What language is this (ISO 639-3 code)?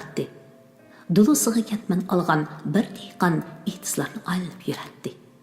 uig